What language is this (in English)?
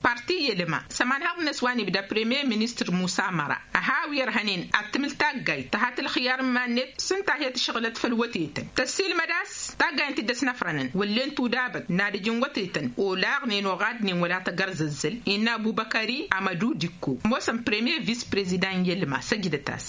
Tamasheq